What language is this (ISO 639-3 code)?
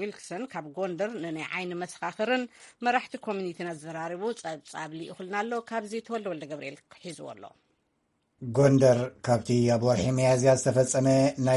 tir